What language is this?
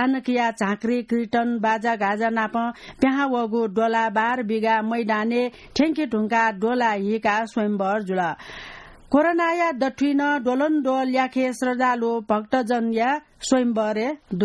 Newari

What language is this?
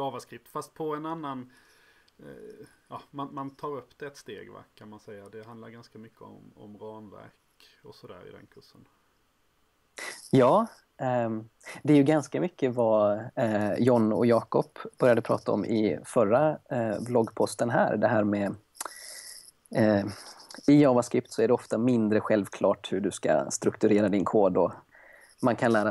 Swedish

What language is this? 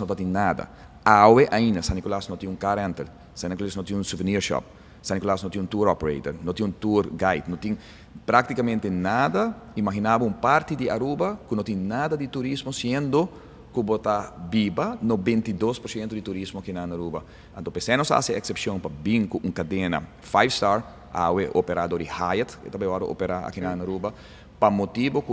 Papiamento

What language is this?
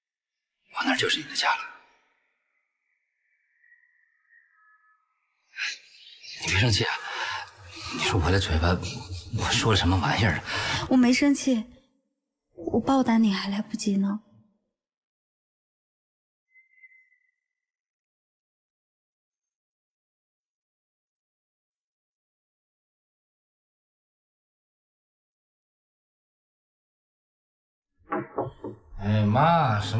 Chinese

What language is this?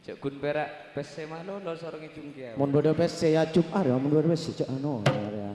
Madurese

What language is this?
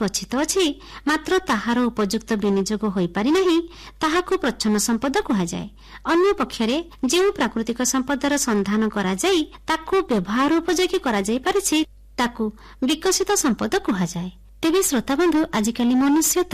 Odia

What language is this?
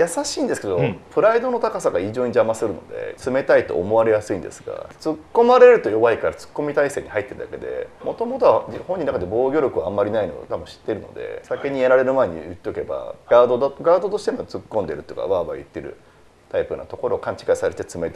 Japanese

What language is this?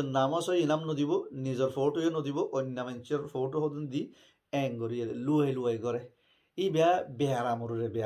Rohingya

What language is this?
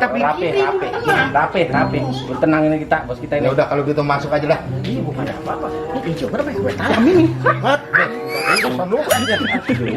Betawi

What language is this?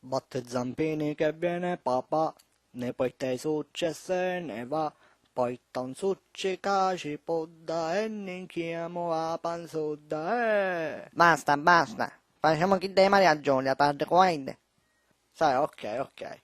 Sicilian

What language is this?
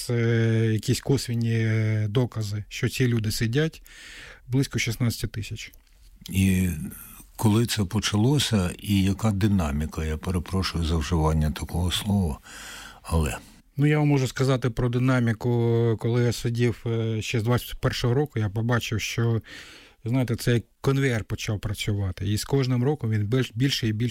Ukrainian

